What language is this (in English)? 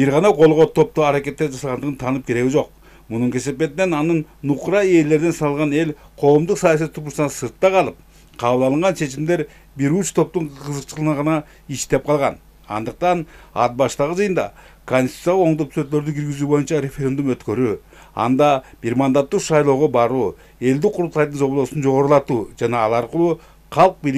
Kyrgyz